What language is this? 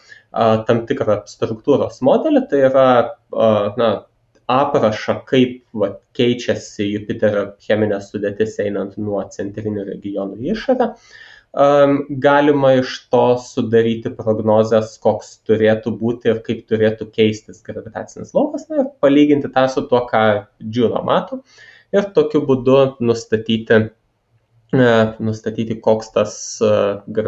Lithuanian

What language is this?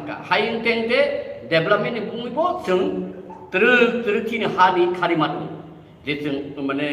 Riang (India)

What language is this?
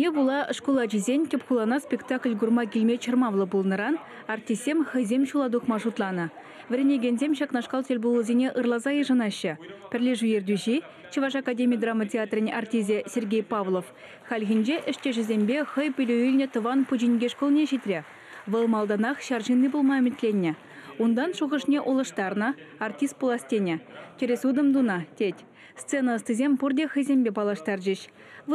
Chuvash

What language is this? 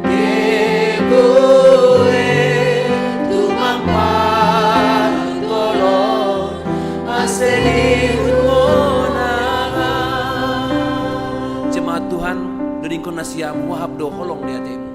Batak Simalungun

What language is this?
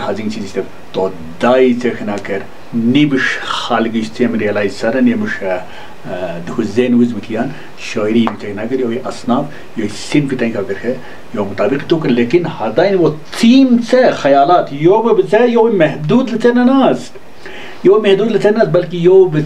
Wakhi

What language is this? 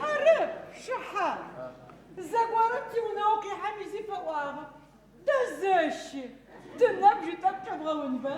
Adyghe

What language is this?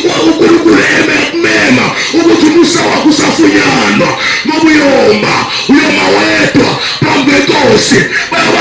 Zulu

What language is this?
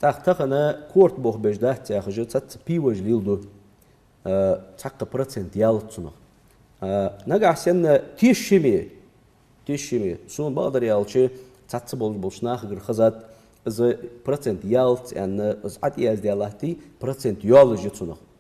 Ingush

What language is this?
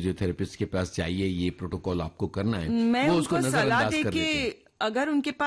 Hindi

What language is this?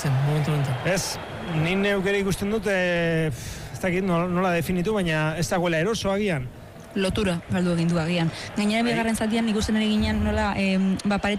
Basque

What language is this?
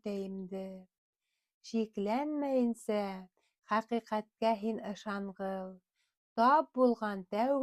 Bashkir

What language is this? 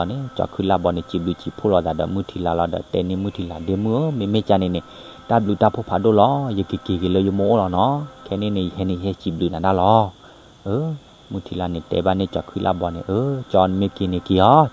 S'gaw Karen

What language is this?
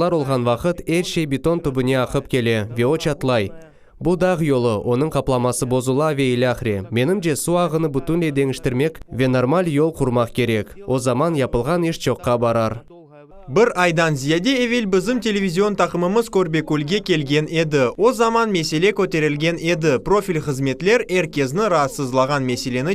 Crimean Tatar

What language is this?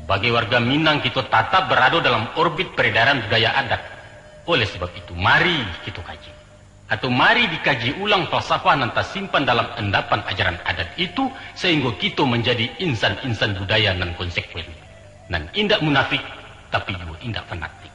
Minangkabau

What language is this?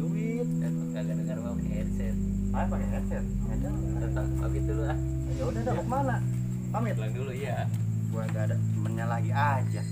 Betawi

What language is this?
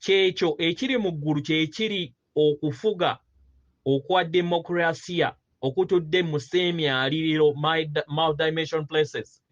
Ganda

